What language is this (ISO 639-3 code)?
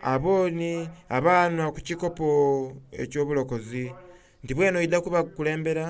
xog